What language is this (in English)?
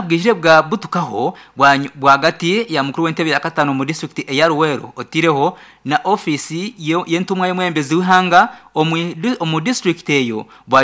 Nyankole